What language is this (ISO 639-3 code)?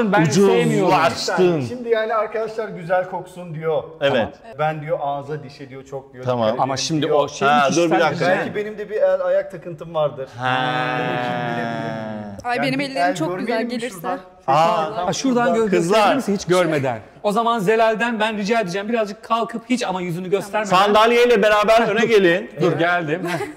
tur